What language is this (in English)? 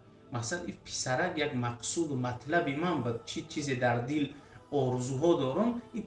Tajik